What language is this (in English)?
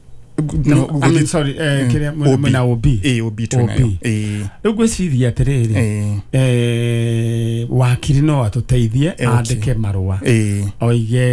Kikuyu